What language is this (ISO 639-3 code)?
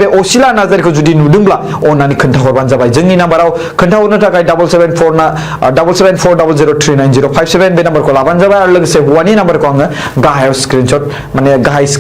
brx